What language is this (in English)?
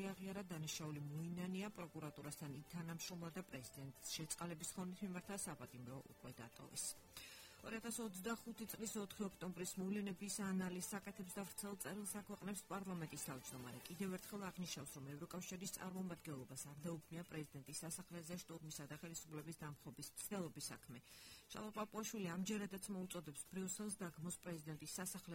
Georgian